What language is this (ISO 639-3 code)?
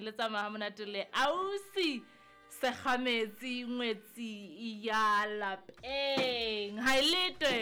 sot